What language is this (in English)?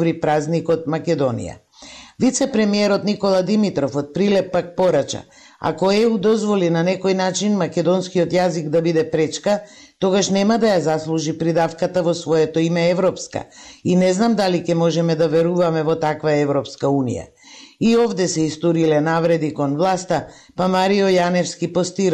Macedonian